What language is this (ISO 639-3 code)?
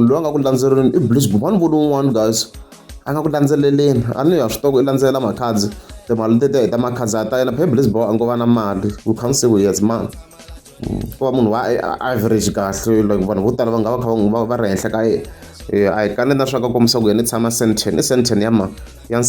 tso